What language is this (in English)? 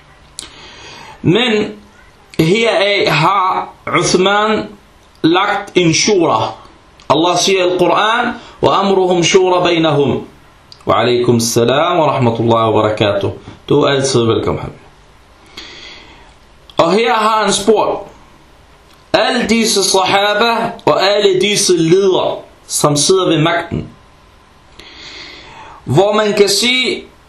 Danish